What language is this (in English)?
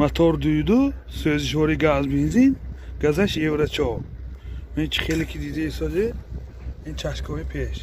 Tajik